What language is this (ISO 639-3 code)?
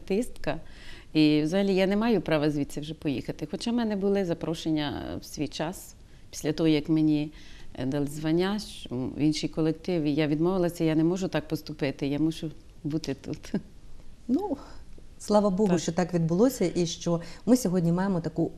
ukr